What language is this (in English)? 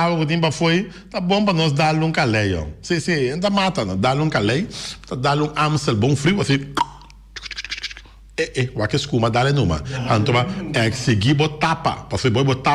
Papiamento